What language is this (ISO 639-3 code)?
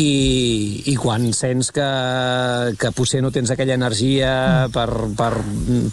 cat